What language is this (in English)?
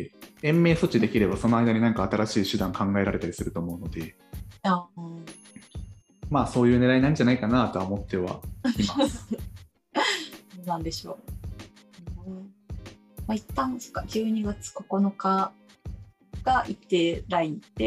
Japanese